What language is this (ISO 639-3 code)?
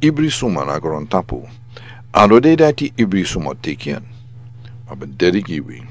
srn